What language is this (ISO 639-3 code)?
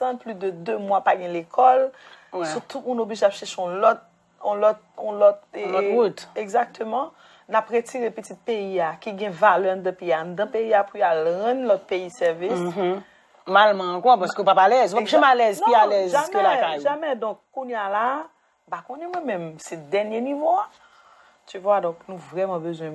hat